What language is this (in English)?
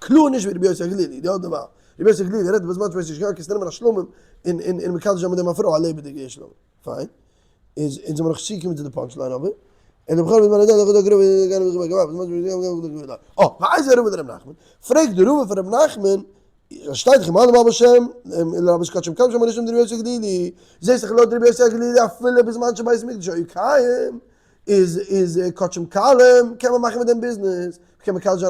Yiddish